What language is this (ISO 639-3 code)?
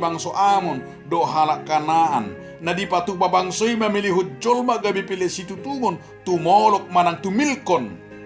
bbc